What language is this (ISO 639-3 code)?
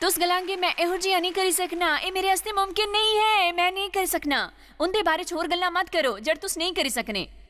doi